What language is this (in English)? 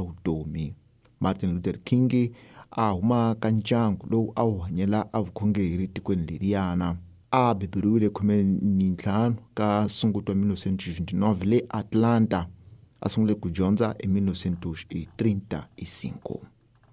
Tsonga